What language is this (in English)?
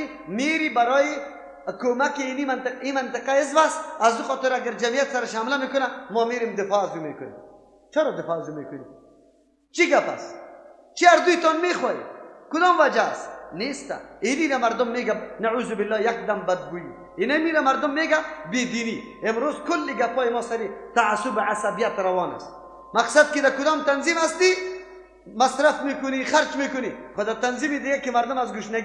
Persian